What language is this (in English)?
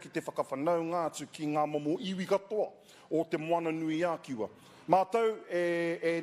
Māori